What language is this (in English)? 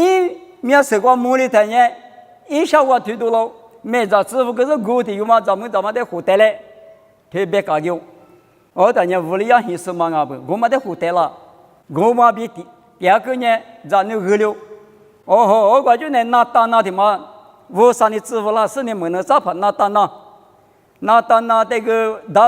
Lisu